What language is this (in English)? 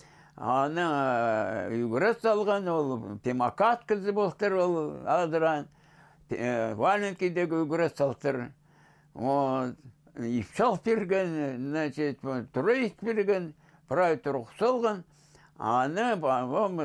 Khakas